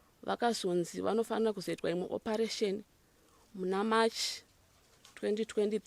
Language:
Shona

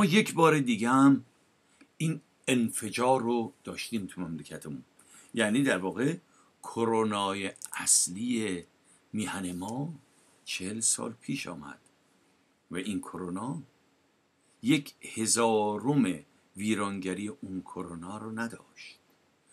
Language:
Persian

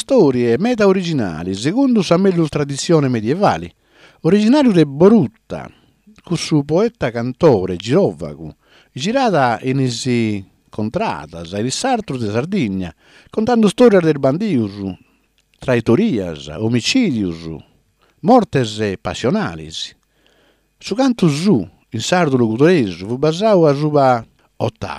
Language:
Sardinian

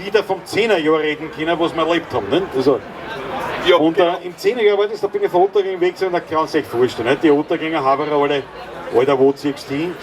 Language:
Bavarian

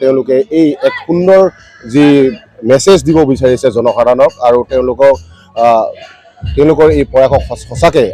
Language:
Assamese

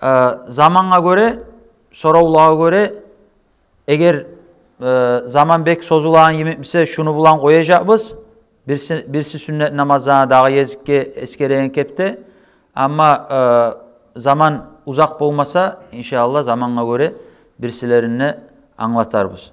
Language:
Kumyk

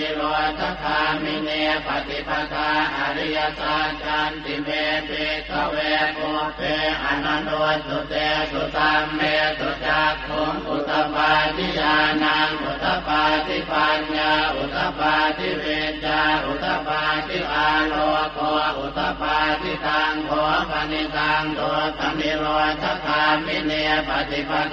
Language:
Pali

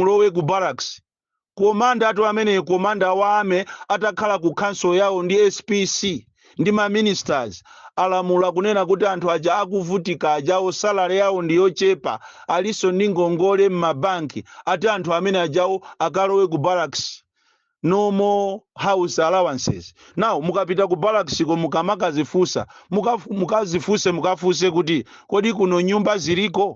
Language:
Nyanja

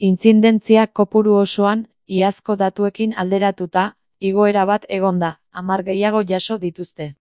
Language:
Basque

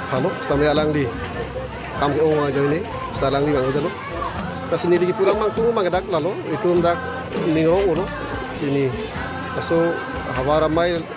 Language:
Karbi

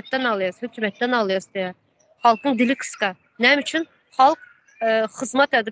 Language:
Turkmen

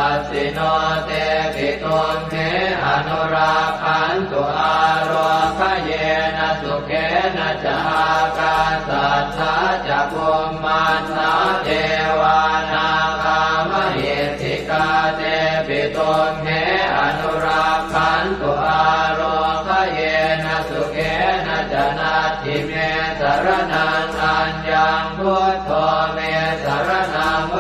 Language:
Pali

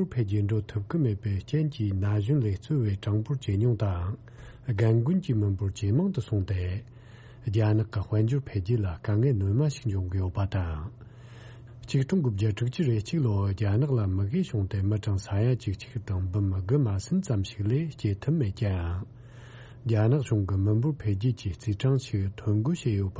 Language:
Tibetan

